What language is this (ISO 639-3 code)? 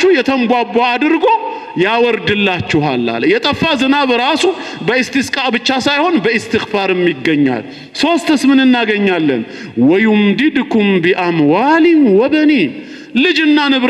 amh